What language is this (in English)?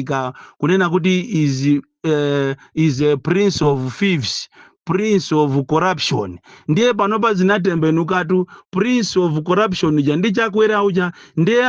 Nyanja